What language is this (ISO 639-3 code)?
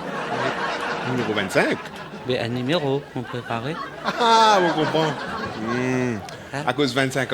mfe